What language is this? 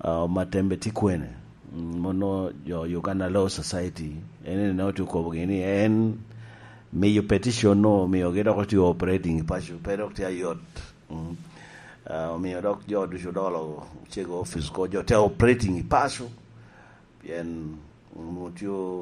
Lango (Uganda)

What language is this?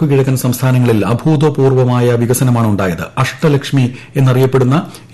Malayalam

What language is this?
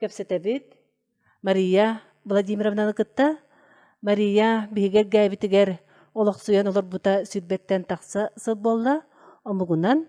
Yakut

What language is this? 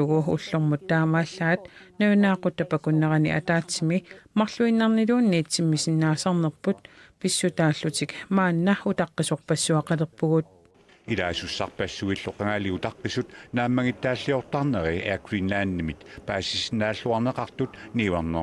Kalaallisut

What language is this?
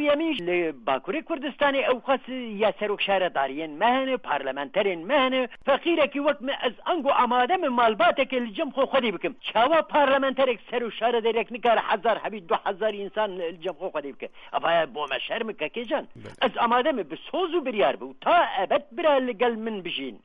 Kurdish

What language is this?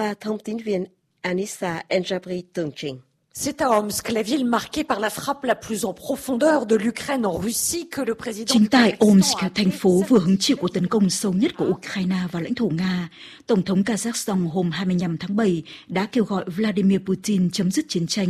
Vietnamese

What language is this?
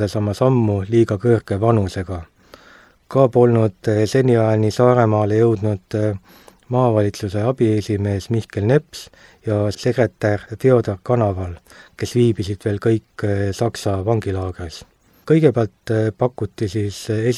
Estonian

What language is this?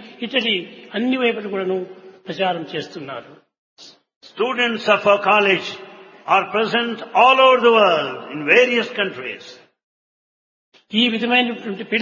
Telugu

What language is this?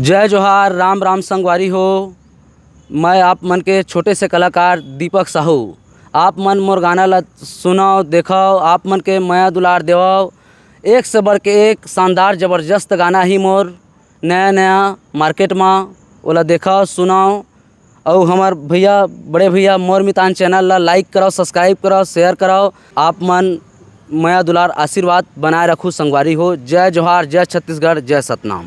Chhattisgarhi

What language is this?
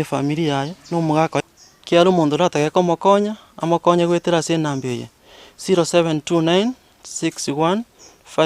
Gusii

